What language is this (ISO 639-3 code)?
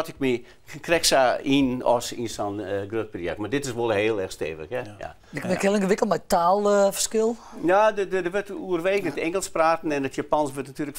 fry